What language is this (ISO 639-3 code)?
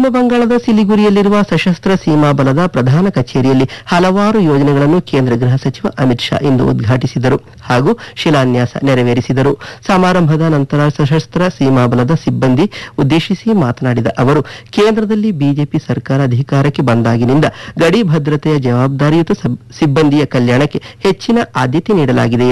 kan